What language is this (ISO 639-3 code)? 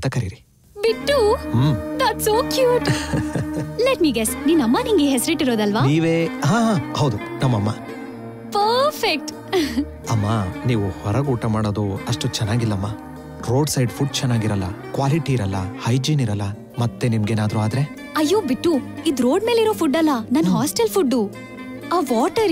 kan